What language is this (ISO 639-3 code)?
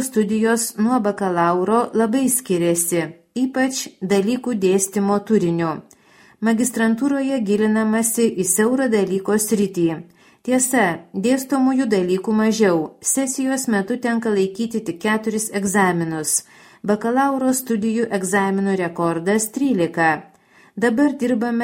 lit